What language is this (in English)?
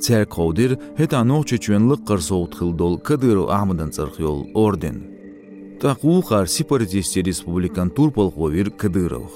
Chechen